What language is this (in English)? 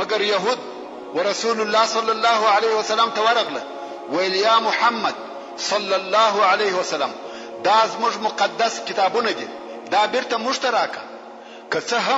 Pashto